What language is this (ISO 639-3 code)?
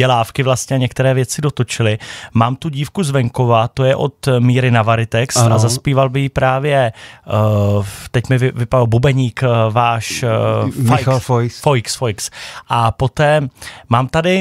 ces